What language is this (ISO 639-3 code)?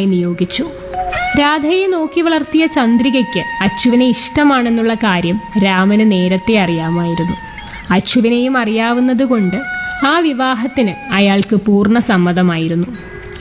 mal